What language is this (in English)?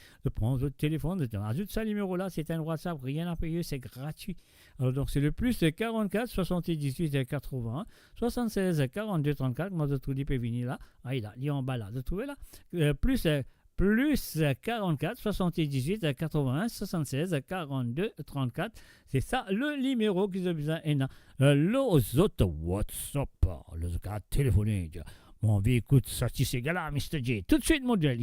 Morisyen